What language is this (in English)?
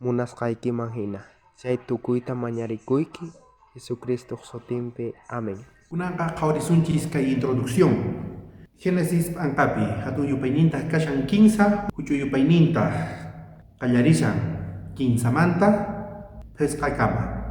South Bolivian Quechua